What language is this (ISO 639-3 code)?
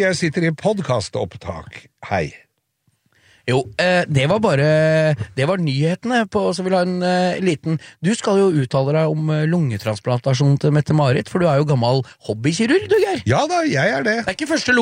nor